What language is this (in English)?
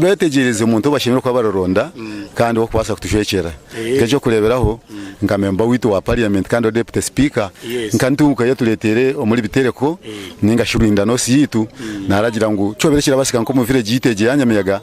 Nyankole